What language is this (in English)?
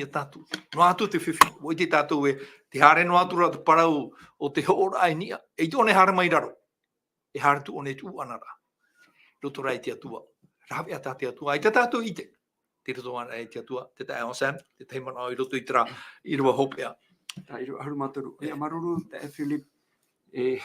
Tahitian